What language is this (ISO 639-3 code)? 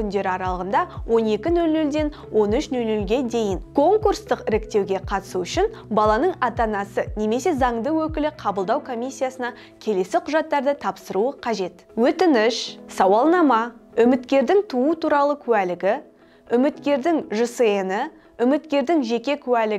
kaz